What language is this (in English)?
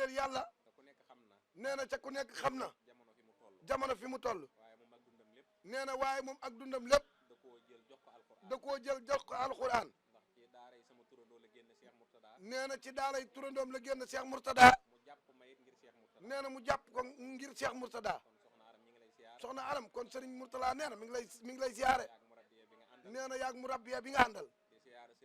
Wolof